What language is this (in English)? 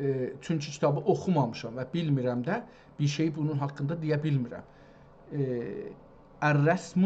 South Azerbaijani